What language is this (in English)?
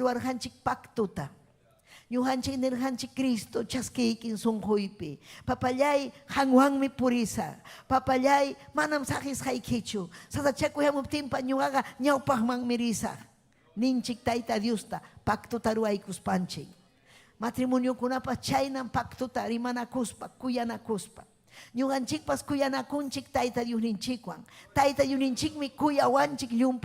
Ayacucho Quechua